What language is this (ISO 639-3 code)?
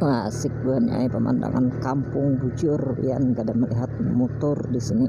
bjn